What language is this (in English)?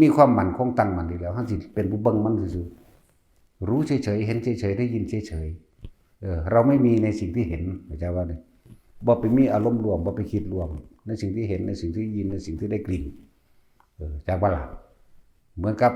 Northeastern Thai